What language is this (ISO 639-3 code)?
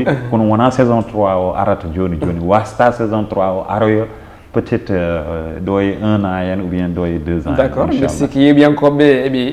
ful